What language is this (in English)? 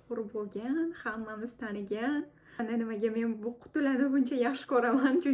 Uzbek